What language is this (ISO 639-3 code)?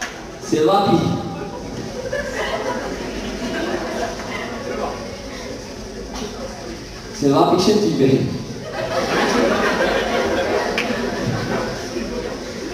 ces